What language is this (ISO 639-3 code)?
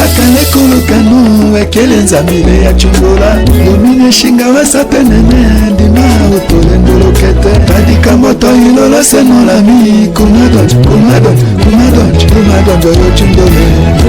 tll